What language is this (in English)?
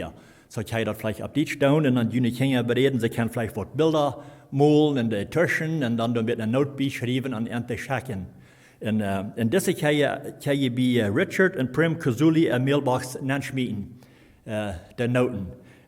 Plautdietsch